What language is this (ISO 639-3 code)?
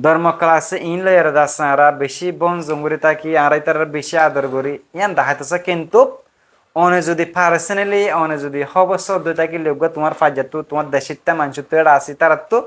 rhg